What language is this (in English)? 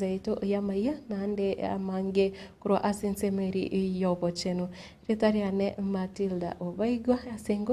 Gusii